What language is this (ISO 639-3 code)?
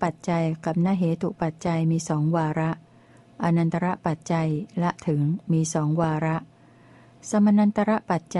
tha